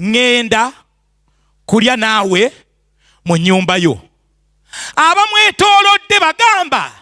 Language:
Ganda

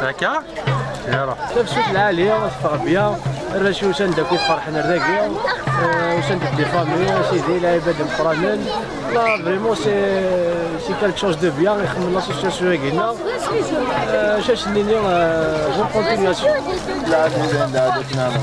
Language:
Kabyle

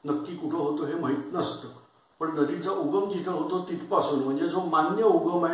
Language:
Marathi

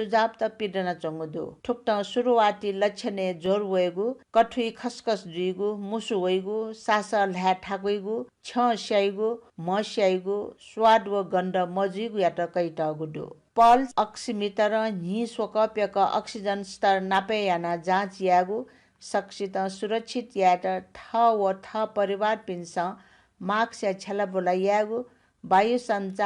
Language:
Newari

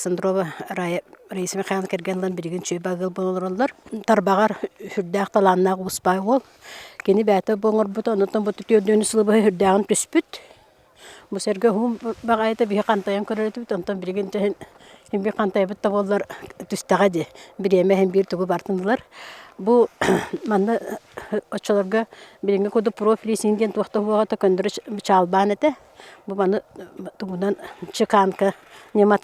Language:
Yakut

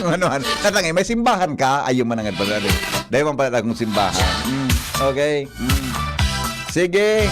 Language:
Bikol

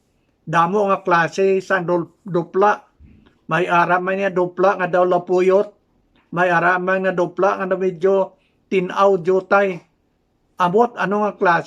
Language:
Hiligaynon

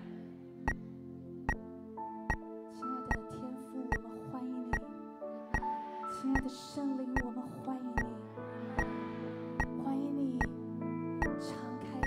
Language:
Chinese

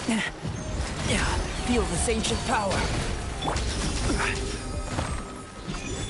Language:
English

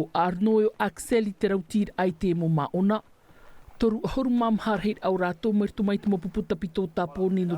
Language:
Tahitian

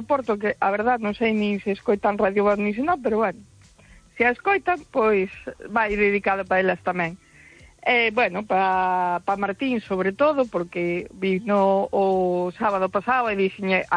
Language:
Galician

